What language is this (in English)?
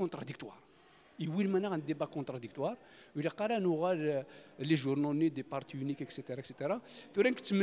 Kabyle